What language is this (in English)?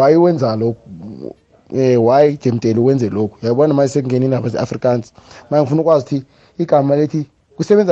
South Ndebele